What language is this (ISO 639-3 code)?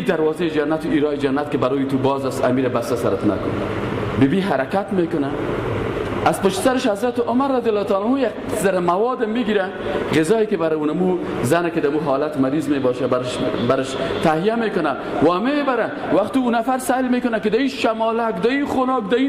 fas